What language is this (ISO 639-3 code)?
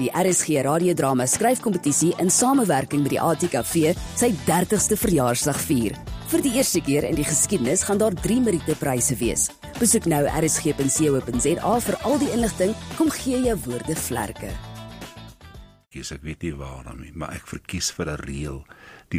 afr